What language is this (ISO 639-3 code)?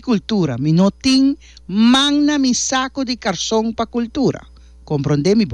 pap